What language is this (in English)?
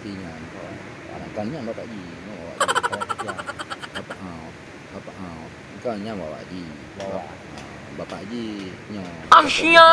Achinese